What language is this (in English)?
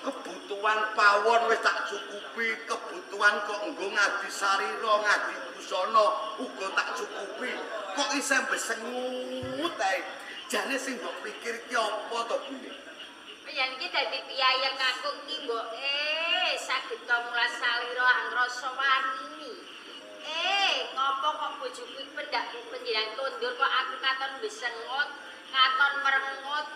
Javanese